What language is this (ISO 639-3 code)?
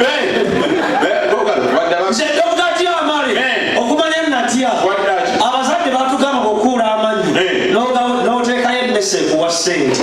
lug